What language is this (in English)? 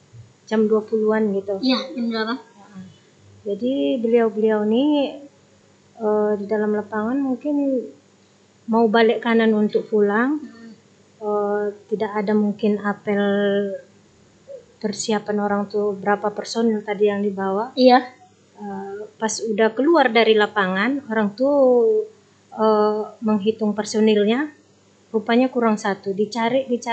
Indonesian